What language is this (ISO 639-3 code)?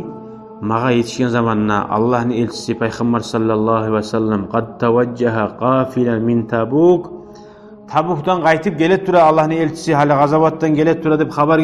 kum